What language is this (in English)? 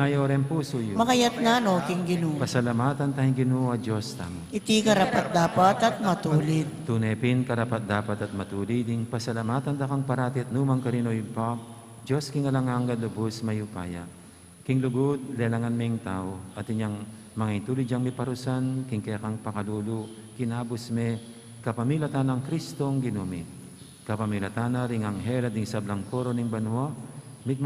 Pampanga